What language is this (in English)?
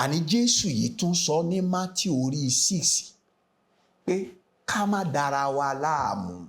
Yoruba